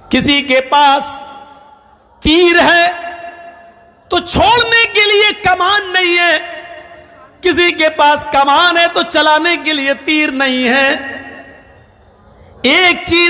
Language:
Urdu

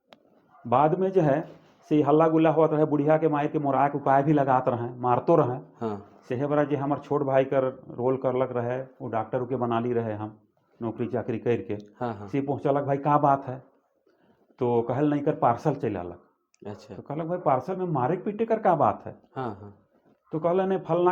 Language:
Sadri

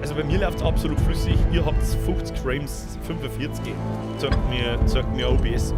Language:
Bavarian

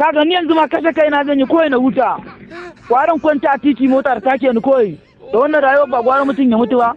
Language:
Hausa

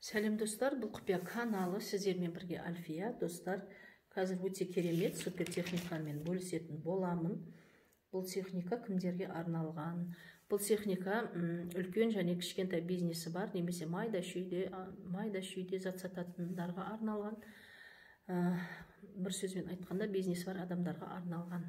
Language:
Kazakh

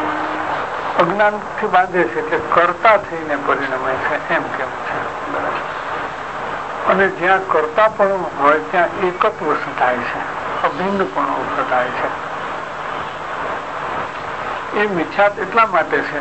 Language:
Gujarati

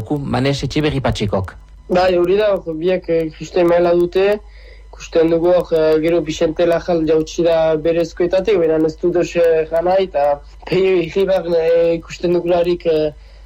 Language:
Basque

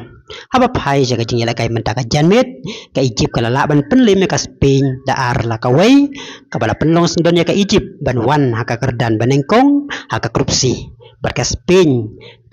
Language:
Khasi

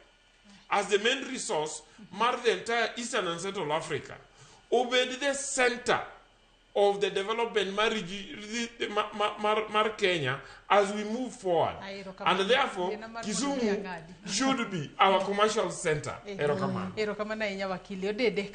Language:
Luo (Kenya and Tanzania)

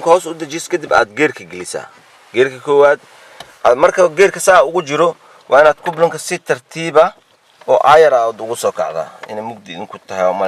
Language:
Somali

